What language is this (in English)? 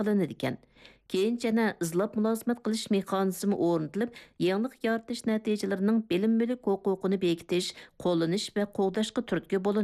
Uyghur